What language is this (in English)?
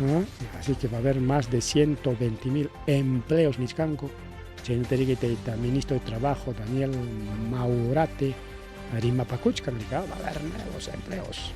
Ayacucho Quechua